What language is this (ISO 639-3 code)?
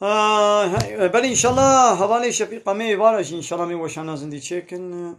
kur